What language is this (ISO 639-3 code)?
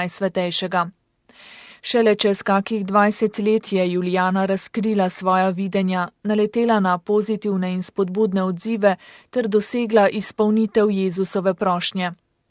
slv